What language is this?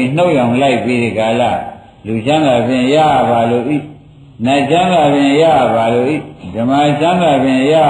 Burmese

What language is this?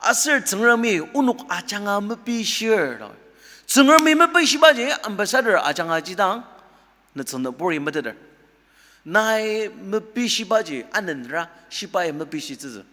Ao Naga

